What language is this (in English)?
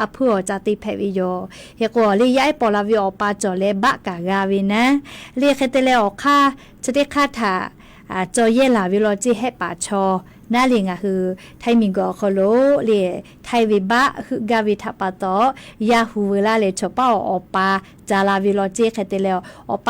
Lahu